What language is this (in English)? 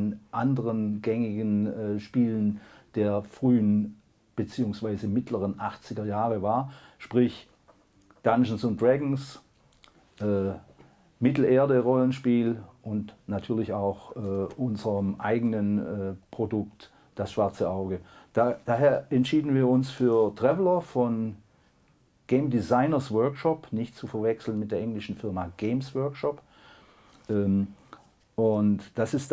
German